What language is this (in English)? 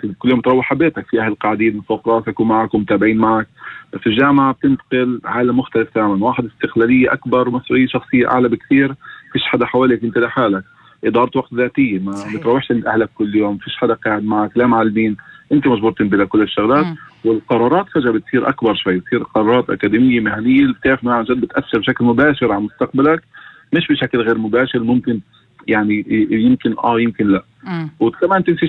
North Levantine Arabic